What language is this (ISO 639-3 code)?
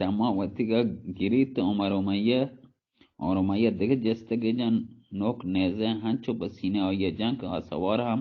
bal